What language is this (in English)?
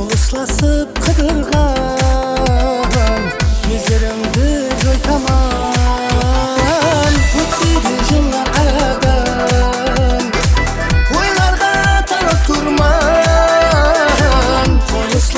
Kara-Kalpak